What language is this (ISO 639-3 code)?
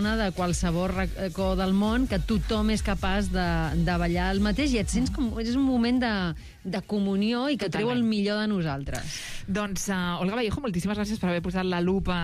cat